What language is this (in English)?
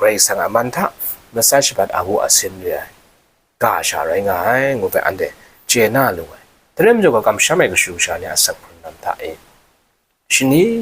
Kachin